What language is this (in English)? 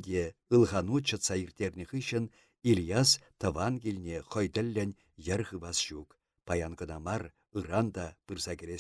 Chuvash